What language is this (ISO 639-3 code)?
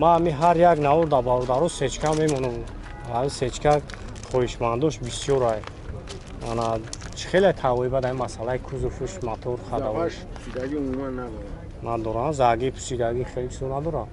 tgk